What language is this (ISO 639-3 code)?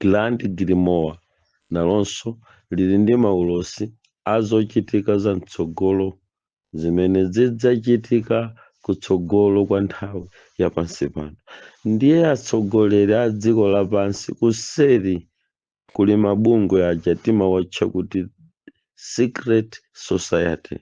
nya